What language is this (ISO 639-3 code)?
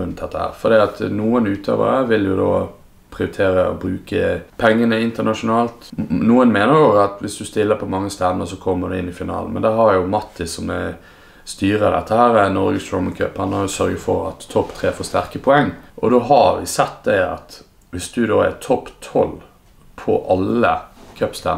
nor